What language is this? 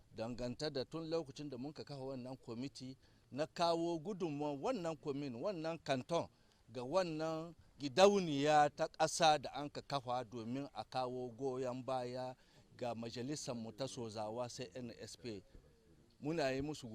Hausa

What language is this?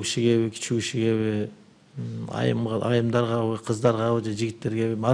Kyrgyz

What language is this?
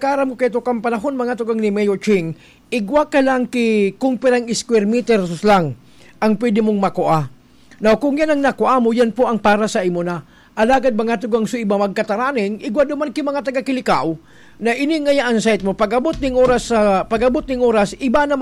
Bikol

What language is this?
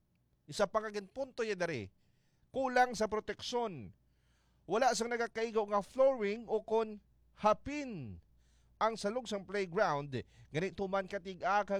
Hiligaynon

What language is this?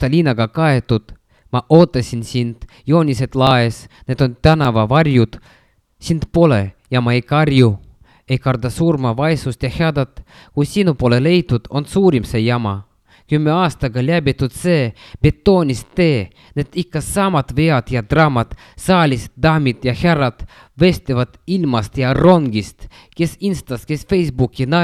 Estonian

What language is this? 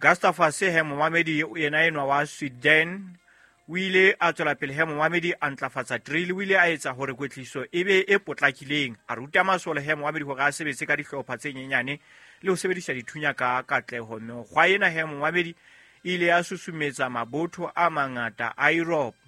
Southern Sotho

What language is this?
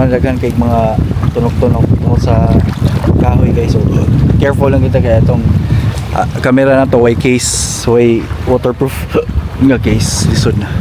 Cebuano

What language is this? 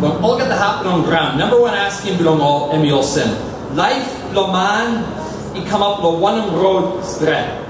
Tok Pisin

